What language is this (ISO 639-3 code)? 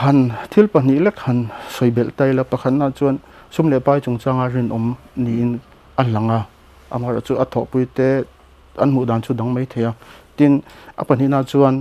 lus